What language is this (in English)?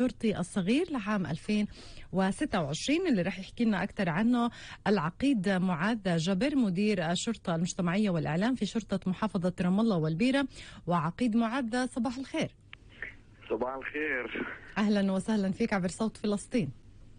North Levantine Arabic